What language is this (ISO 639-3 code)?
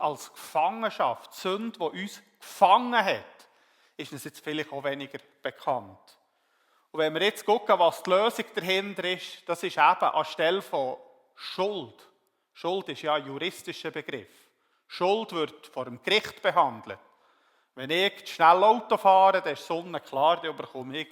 gsw